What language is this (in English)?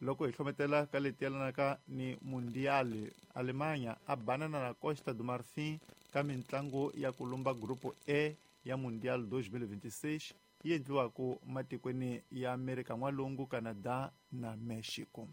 Tsonga